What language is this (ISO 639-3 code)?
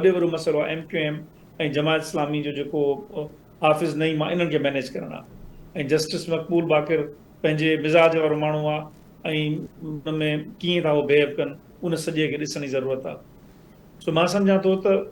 snd